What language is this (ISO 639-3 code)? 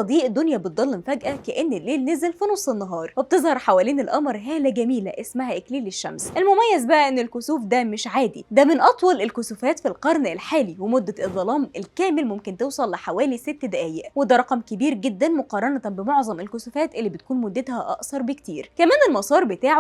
arz